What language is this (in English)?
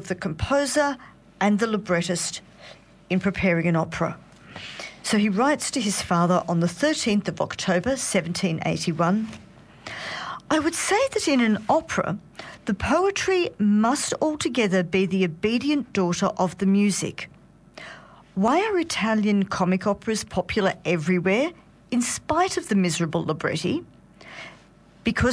English